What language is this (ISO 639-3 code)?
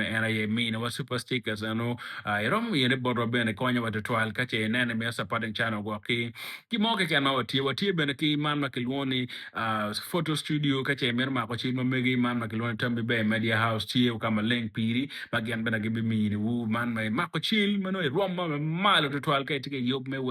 ach